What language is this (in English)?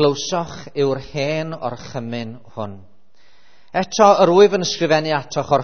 Welsh